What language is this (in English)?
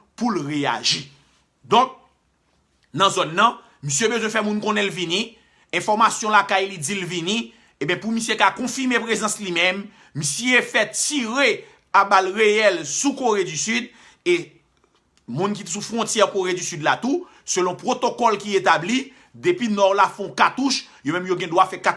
Haitian Creole